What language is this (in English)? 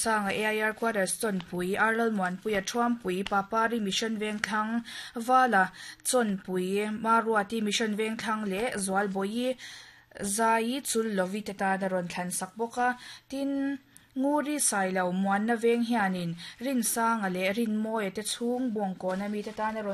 Mizo